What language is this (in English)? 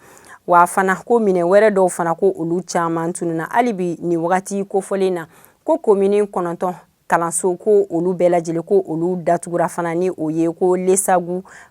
Bambara